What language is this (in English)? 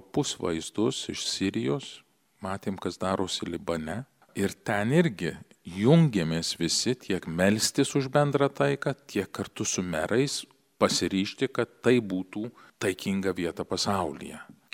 Lithuanian